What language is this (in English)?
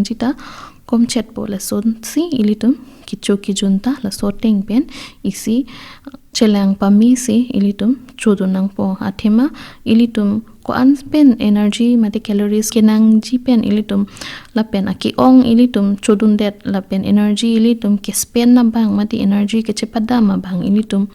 Karbi